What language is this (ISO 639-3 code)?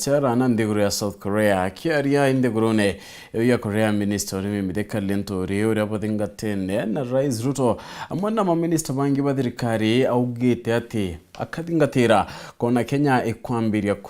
mer